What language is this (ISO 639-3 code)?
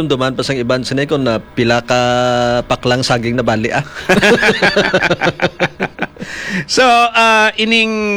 hil